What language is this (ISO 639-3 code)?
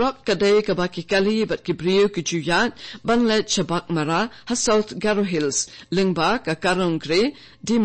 kha